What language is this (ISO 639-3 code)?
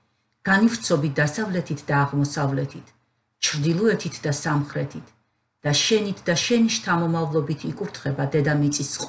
kat